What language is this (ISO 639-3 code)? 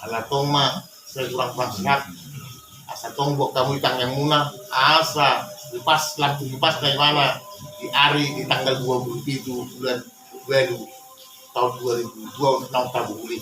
bbc